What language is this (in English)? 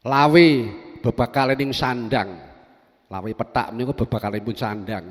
Javanese